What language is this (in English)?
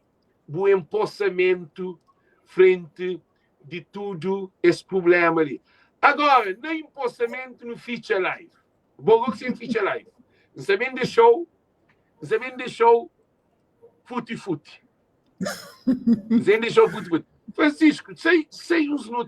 Kabuverdianu